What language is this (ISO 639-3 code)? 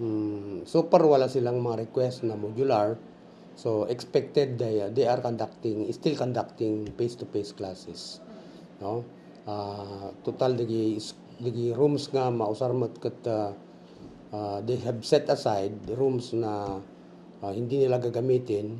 ilo